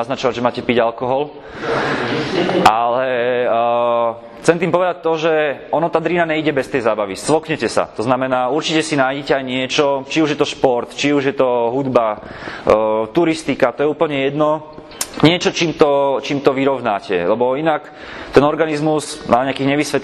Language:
Slovak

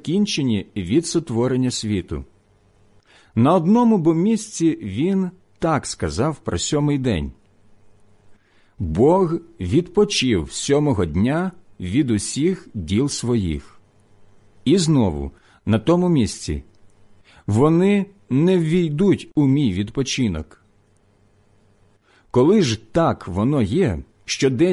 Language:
Ukrainian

